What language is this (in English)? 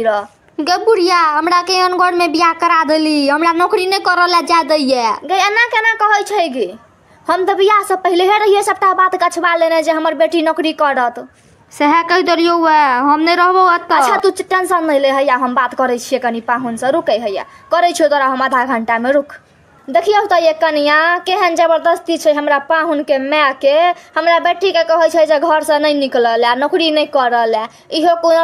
Maithili